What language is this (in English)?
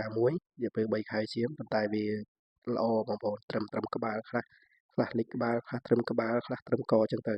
Khmer